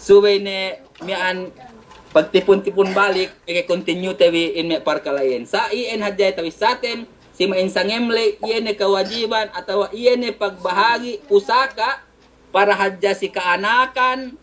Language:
Yakan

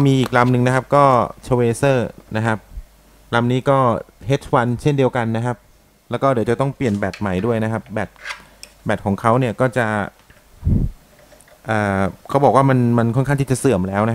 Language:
Thai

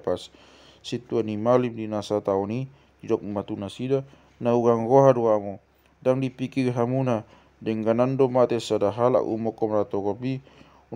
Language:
Batak Toba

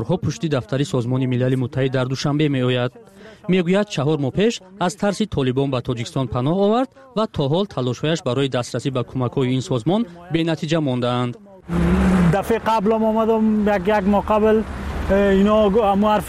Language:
Persian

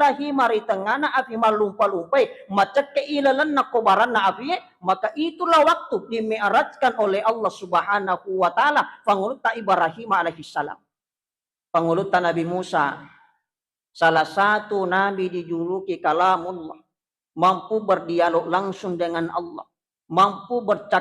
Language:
Buginese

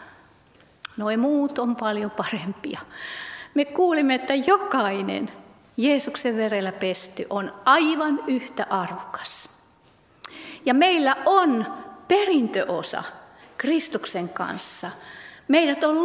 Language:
Finnish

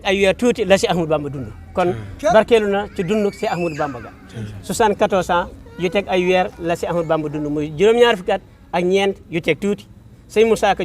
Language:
Wolof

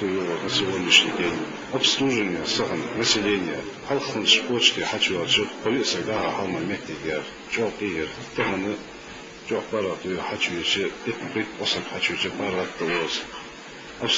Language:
Ingush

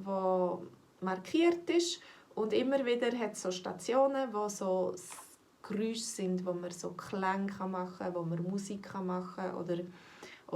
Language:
Swiss German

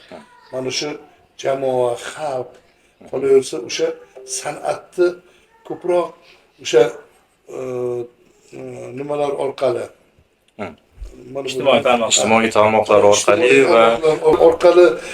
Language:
Uzbek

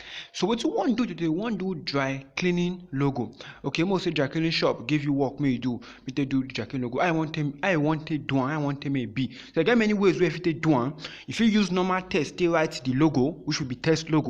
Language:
Nigerian Pidgin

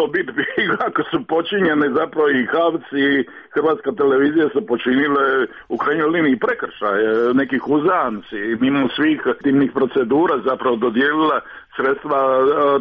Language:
Croatian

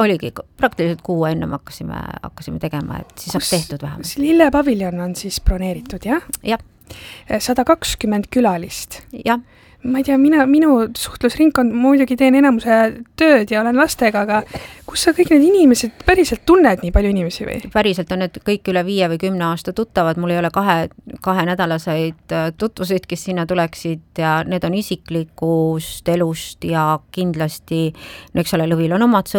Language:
Estonian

